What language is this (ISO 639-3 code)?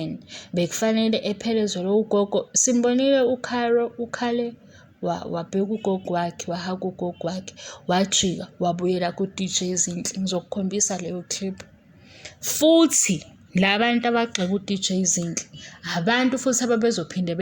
zul